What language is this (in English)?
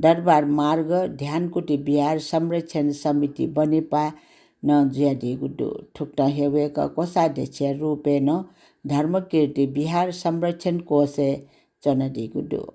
Newari